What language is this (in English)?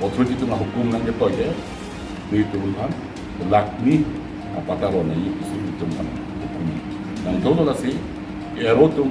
Karbi